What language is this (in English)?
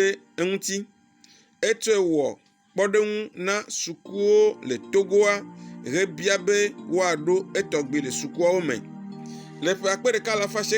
Ewe